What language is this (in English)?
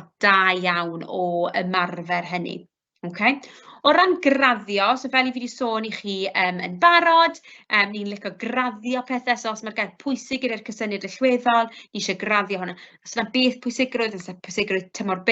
Welsh